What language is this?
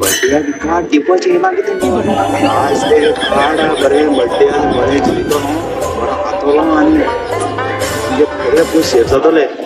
Konkani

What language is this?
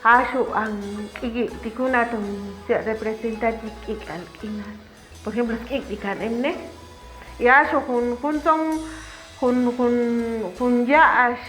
Chuj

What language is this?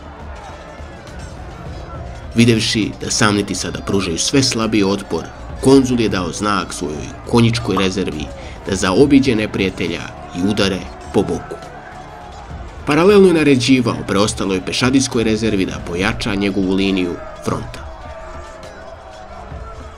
Serbian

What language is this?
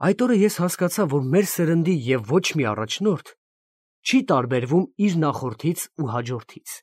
Armenian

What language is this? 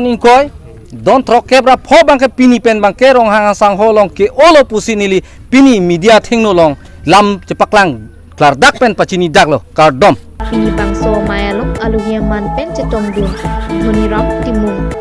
Karbi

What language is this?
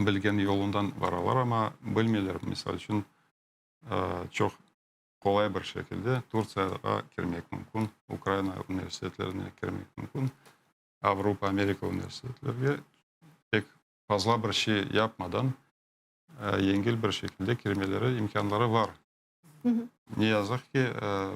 Crimean Tatar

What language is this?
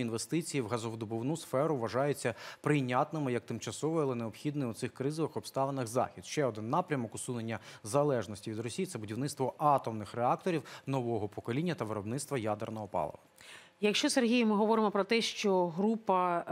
Ukrainian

